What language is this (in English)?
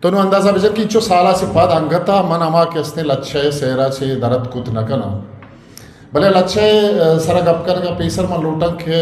Eastern Balochi